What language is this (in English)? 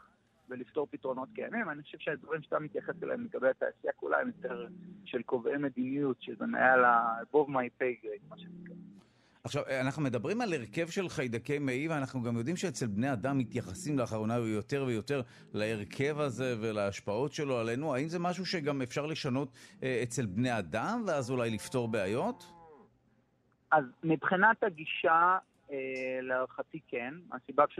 Hebrew